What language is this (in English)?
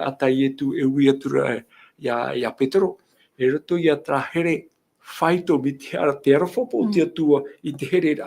Tahitian